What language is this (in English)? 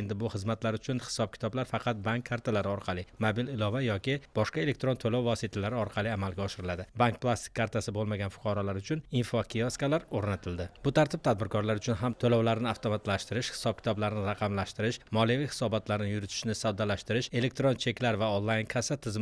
Uzbek